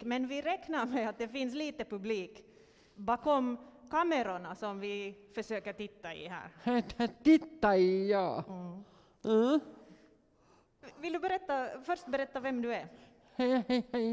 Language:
Swedish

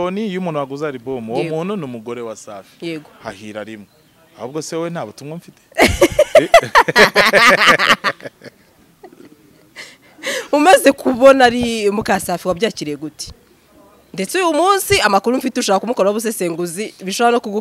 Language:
Kinyarwanda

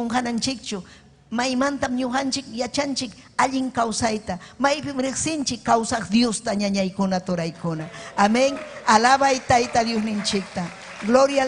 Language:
Ayacucho Quechua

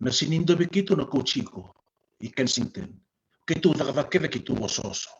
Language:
Fijian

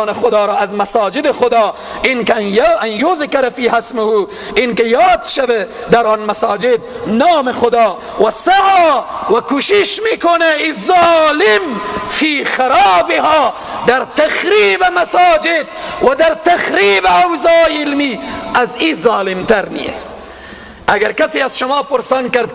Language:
Persian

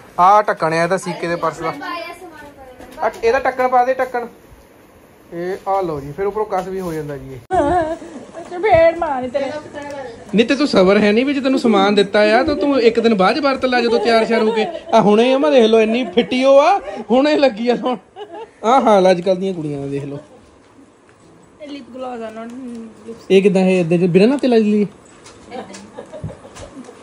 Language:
Punjabi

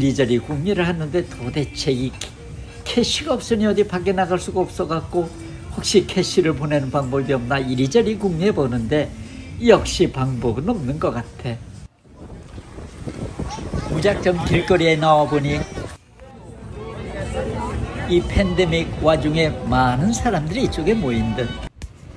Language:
Korean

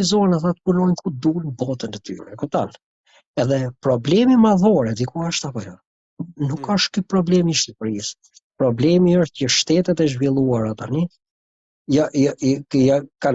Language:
Albanian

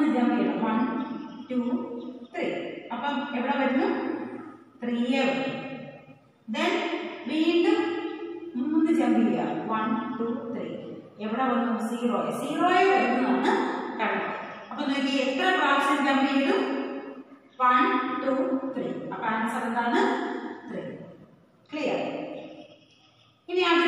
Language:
Malayalam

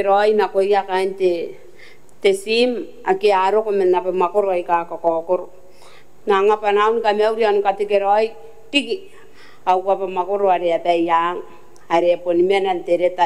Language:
Gilbertese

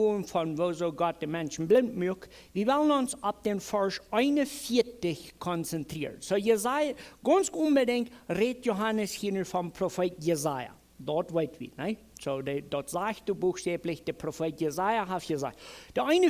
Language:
Plautdietsch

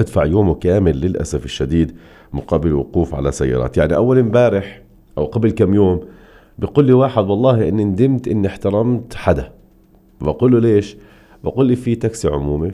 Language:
North Levantine Arabic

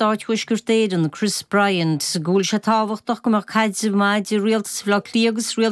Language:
Irish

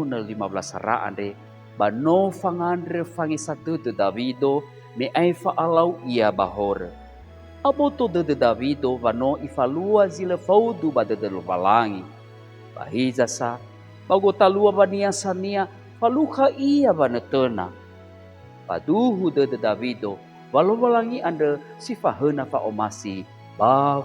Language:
Nias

